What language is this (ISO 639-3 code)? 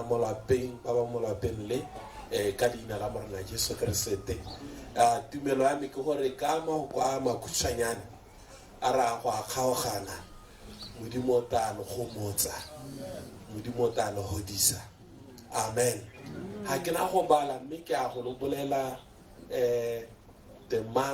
tsn